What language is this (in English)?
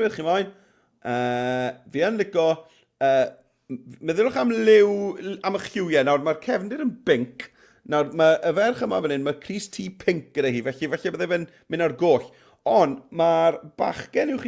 Welsh